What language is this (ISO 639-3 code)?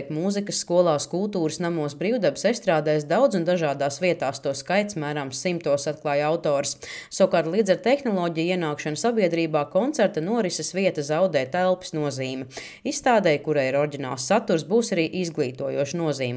lav